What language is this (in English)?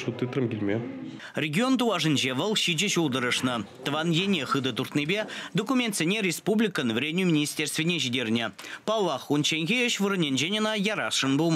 Chuvash